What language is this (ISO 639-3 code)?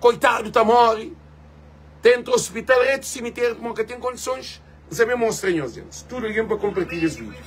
kea